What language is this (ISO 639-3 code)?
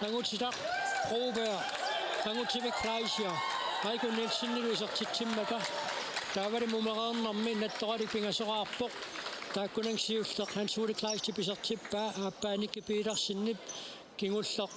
kal